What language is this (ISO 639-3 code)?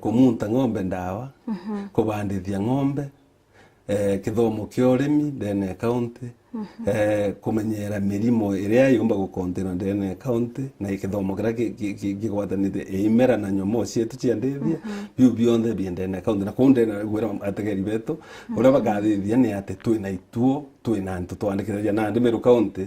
mer